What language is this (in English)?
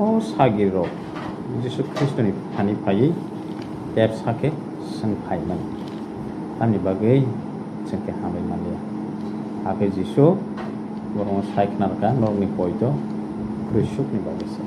Kok Borok